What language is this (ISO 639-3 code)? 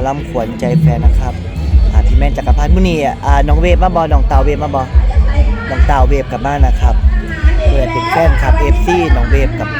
tts